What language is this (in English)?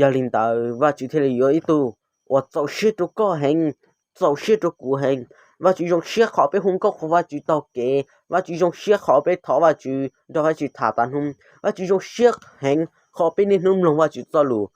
Hmong